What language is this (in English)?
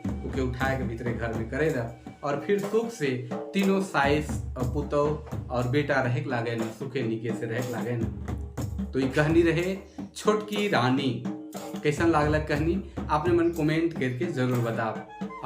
Sadri